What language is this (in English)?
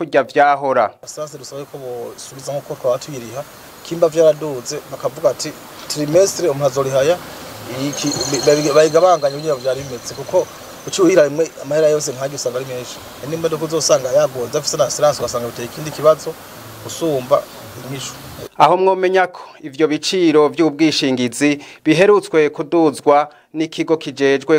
Rundi